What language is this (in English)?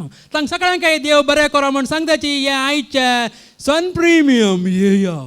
Konkani